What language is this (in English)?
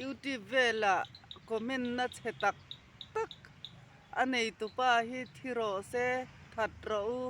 Mizo